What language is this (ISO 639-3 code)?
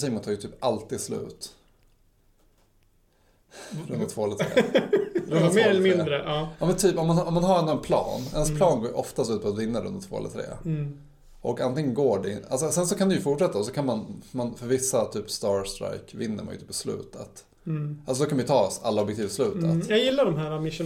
swe